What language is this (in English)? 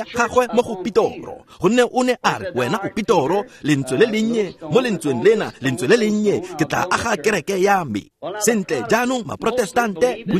Tswana